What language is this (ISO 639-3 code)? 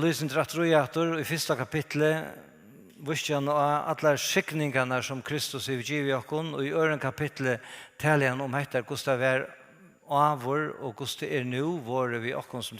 fao